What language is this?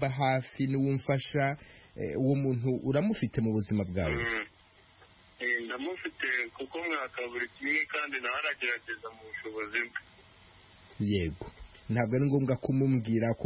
Kinyarwanda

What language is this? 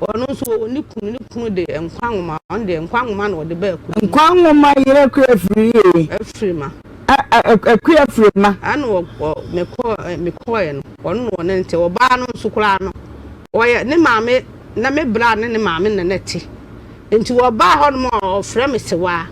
Akan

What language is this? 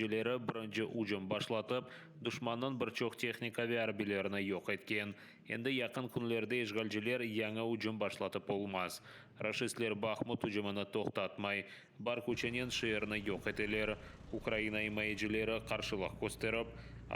Crimean Tatar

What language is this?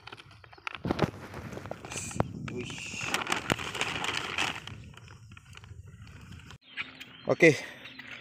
Malay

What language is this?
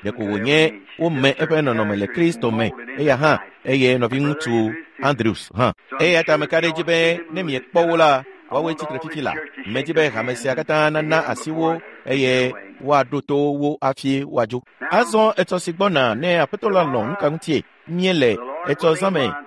Ewe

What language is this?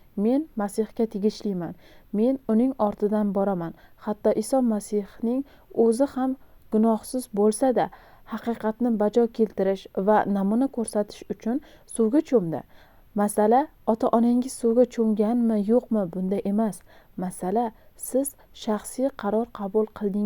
Uzbek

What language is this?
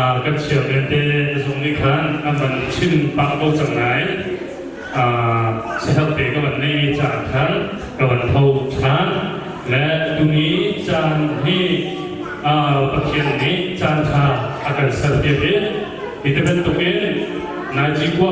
Hakha Chin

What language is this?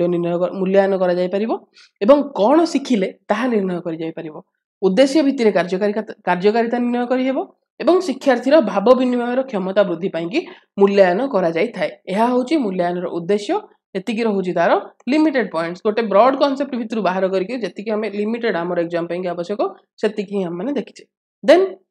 Odia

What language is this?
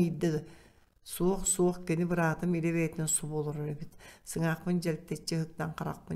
Yakut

